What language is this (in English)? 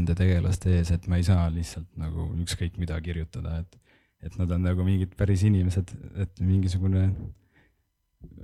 Estonian